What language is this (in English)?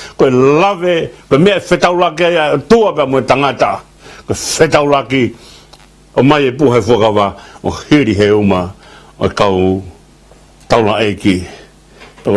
Tongan